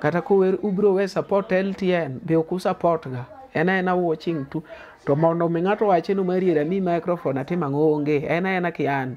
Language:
Luo (Kenya and Tanzania)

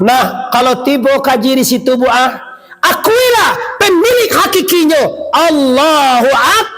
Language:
Minangkabau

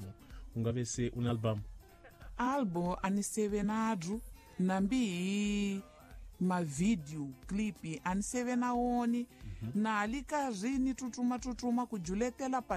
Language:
Tsonga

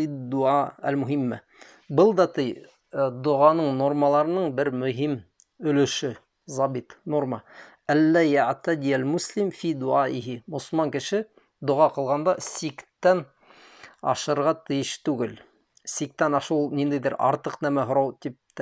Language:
Bashkir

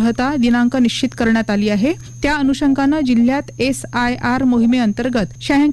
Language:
Marathi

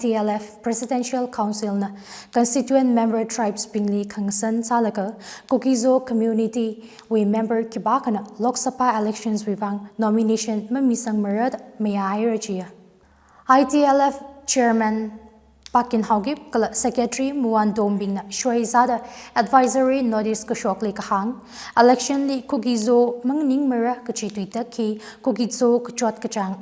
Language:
Tangkhul Naga (India)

